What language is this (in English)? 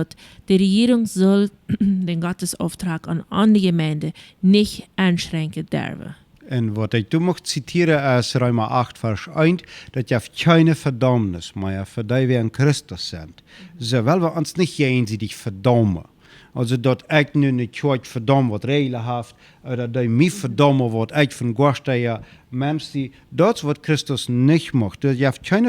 Plautdietsch